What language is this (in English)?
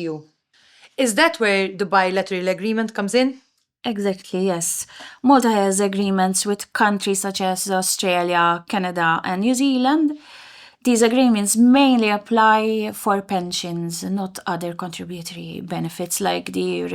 English